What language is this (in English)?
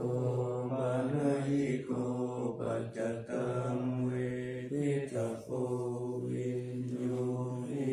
Pali